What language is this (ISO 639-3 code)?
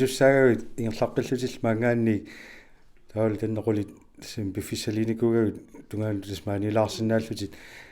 kal